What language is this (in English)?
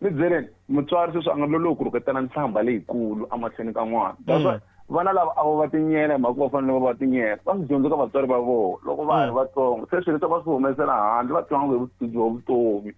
Tsonga